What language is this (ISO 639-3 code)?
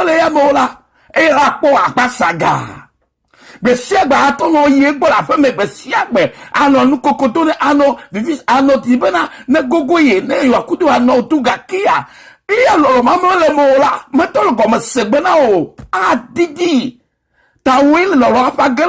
ewe